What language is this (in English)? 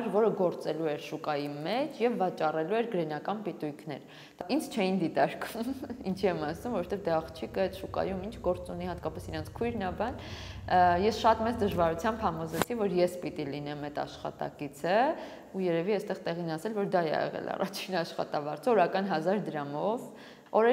Armenian